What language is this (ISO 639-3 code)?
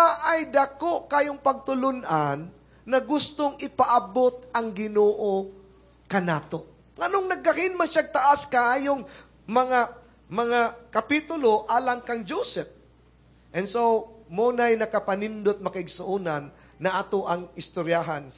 ceb